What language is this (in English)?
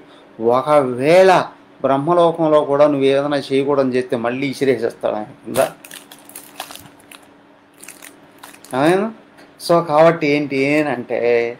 Telugu